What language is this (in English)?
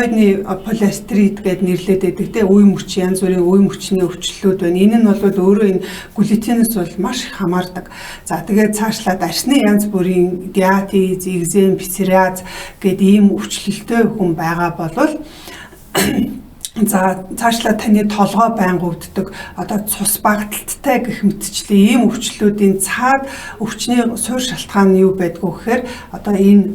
Mongolian